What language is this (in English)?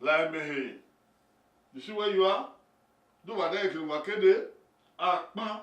Bini